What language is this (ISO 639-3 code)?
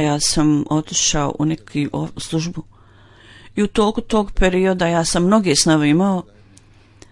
bos